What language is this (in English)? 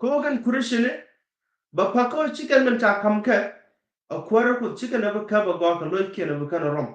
Nuer